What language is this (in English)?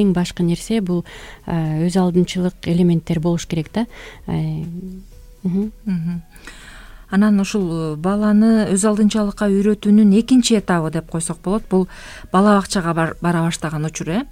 Kyrgyz